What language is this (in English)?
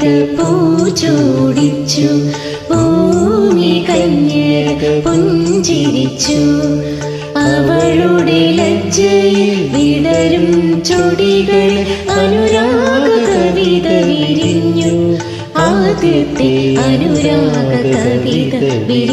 Malayalam